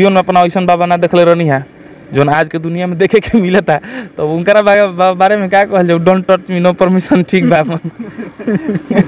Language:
Bhojpuri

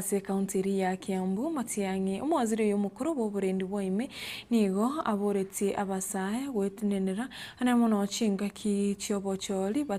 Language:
Gusii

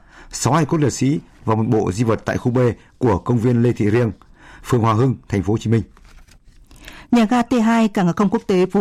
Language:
Vietnamese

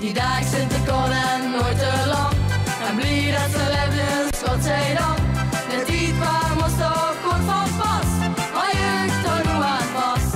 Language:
Limburgish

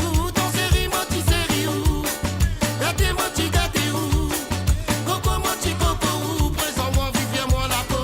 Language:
Morisyen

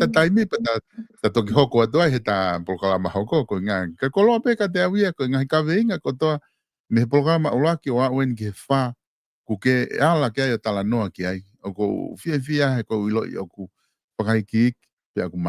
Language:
Tongan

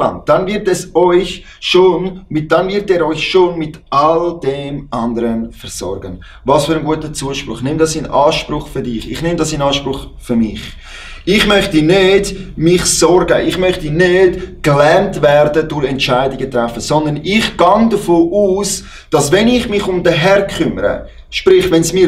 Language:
Swiss German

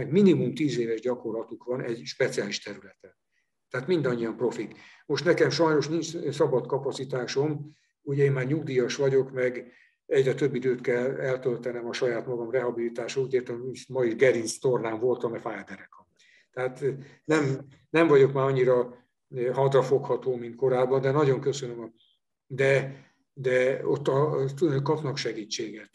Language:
Hungarian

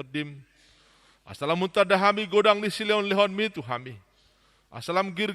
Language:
Batak Toba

